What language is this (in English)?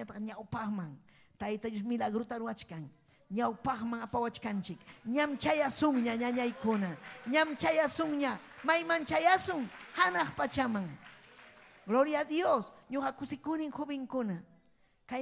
Ayacucho Quechua